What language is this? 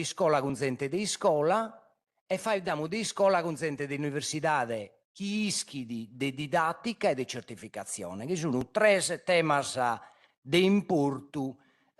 Sardinian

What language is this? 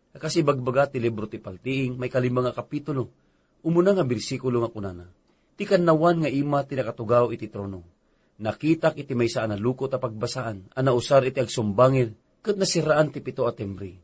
Iloko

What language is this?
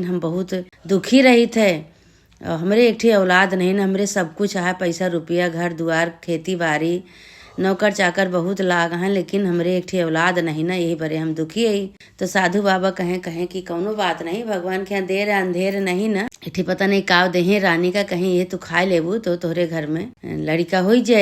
Awadhi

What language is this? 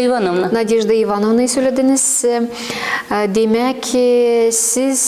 Gagauz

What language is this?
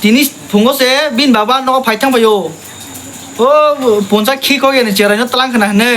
Kok Borok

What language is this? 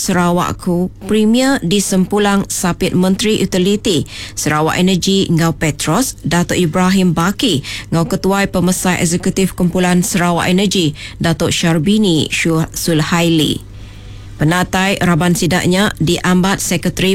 Iban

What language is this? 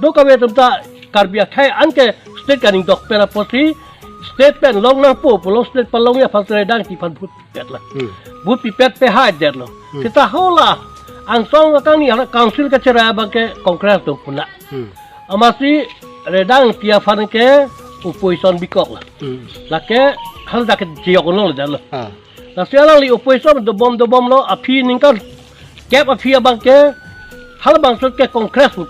Karbi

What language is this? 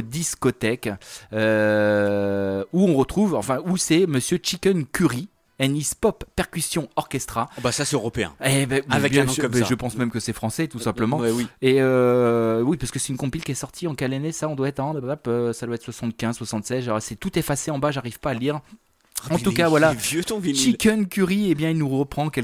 French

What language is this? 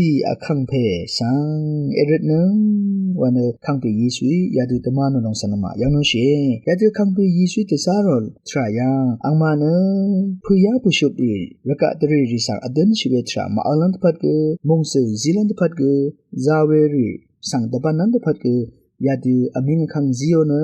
Rawang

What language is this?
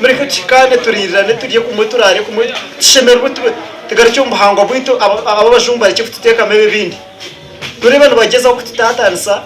Nyankole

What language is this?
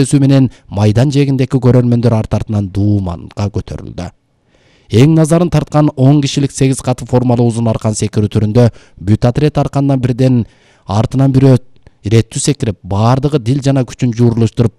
Kyrgyz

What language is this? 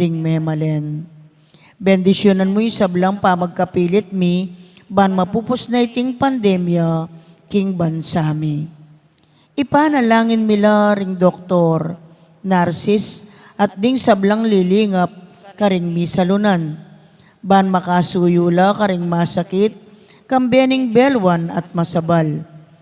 Pampanga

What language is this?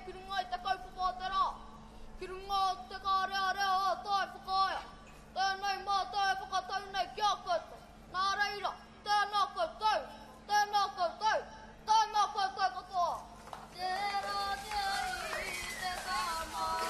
Māori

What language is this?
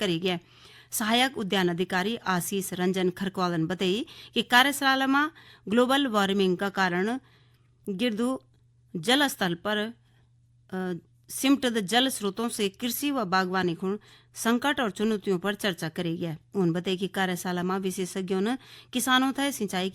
Garhwali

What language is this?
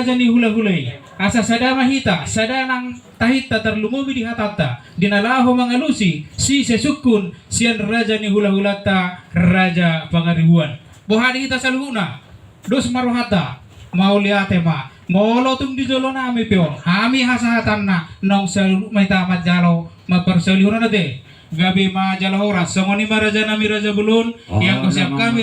Batak Toba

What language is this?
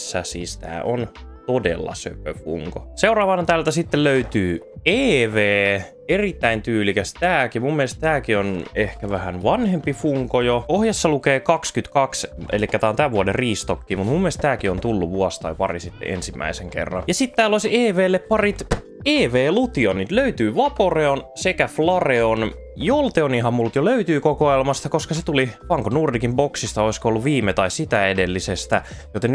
Finnish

